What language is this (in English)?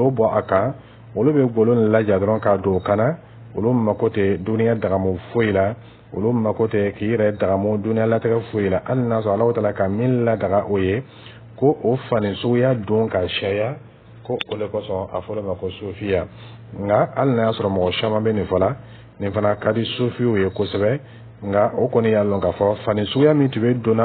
Dyula